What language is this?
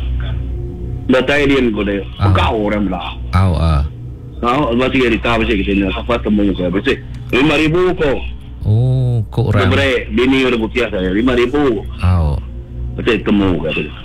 Iban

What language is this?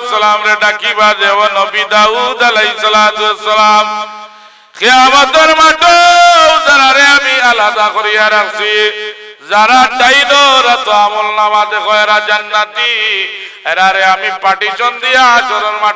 Sylheti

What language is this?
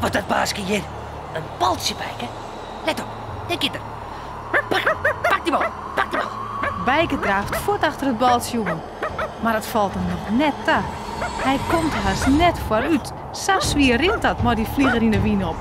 Western Frisian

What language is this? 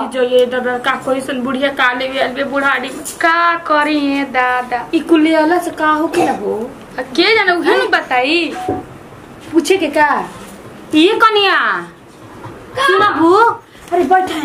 Bhojpuri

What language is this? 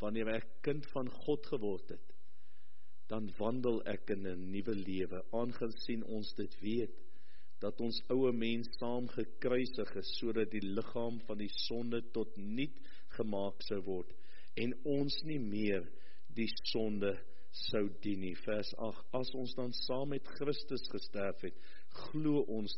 Afrikaans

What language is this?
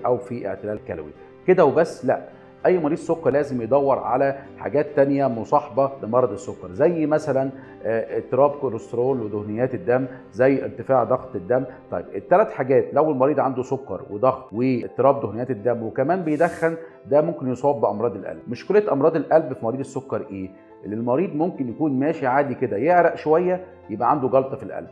Egyptian Arabic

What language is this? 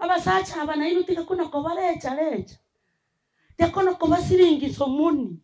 Gusii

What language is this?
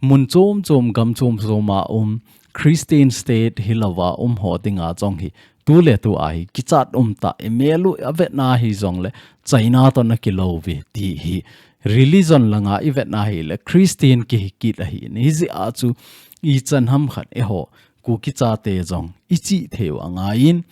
Thado Chin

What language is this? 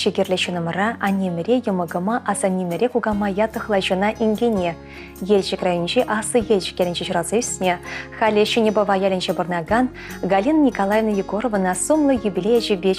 Chuvash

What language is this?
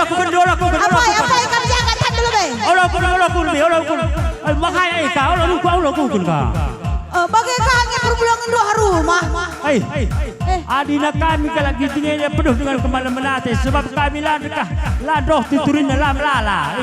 Batak Karo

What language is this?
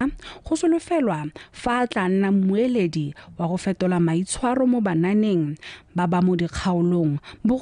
Tswana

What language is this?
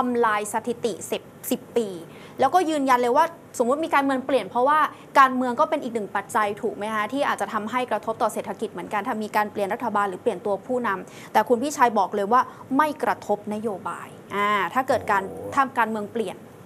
Thai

